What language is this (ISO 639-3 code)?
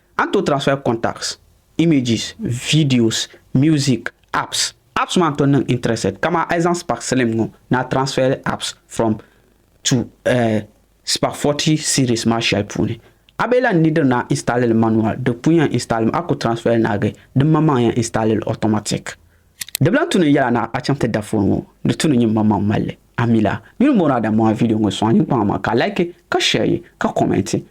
dag